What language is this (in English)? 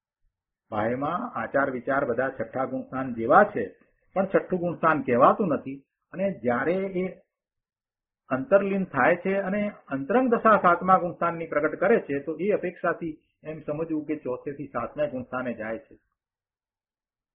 Gujarati